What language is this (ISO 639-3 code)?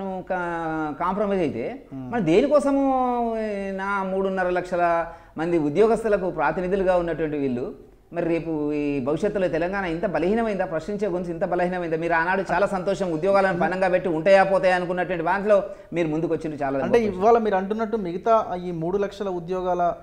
tel